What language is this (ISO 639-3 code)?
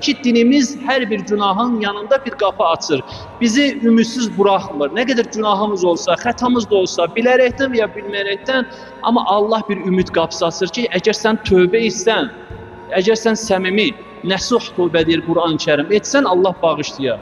aze